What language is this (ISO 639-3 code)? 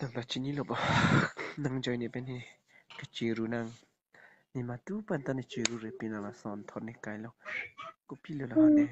mjw